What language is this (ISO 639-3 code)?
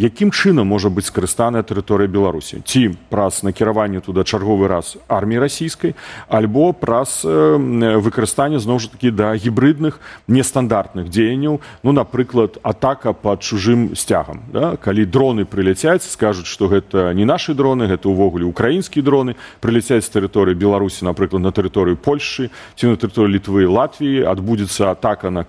bel